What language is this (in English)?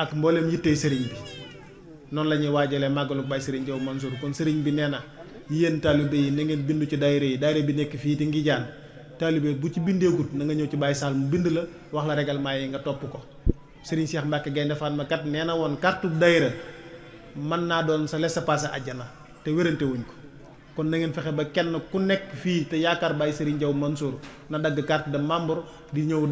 Wolof